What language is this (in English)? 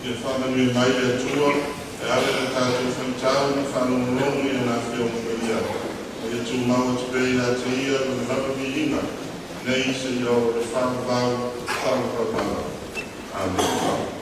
Samoan